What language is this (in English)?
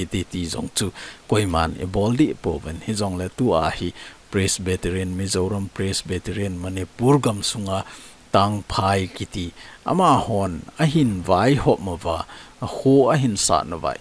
Thado Chin